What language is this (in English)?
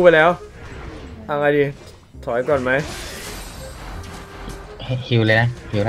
Thai